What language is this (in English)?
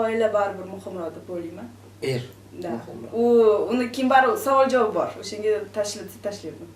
Uzbek